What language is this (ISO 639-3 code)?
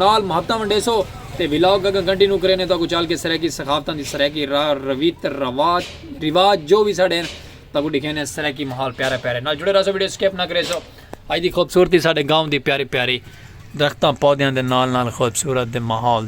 skr